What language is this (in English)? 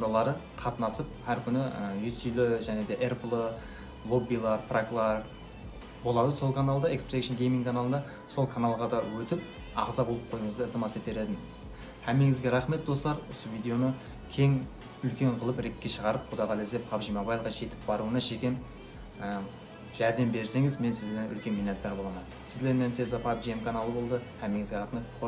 Kara-Kalpak